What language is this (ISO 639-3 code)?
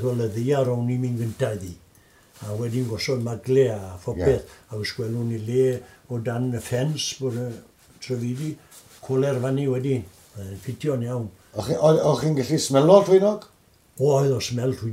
cym